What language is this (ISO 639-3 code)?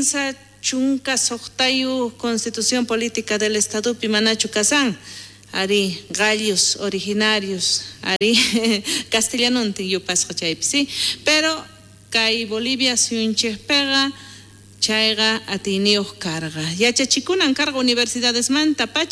quh